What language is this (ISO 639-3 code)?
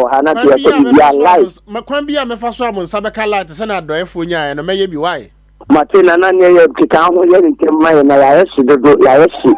aka